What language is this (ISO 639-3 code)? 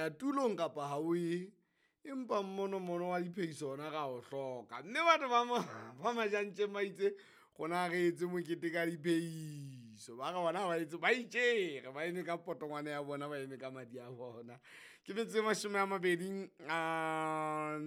sot